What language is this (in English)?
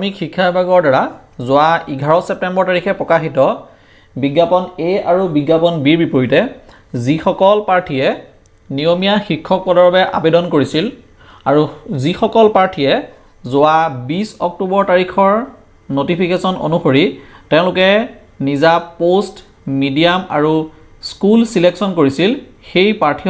Assamese